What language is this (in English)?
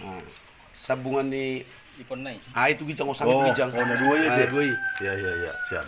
Batak Toba